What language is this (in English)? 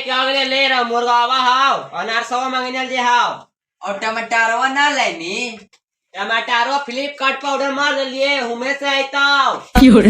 Magahi